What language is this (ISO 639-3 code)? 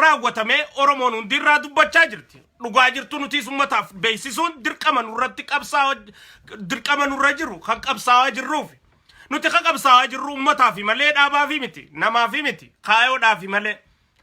orm